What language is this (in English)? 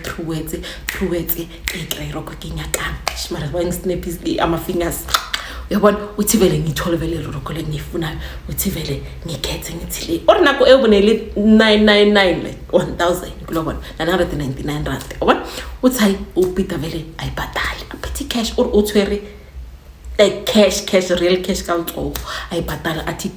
Zulu